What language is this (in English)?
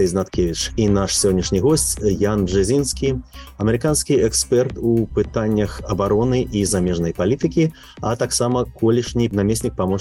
Belarusian